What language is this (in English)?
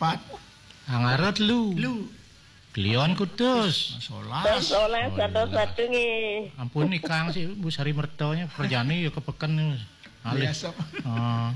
Balinese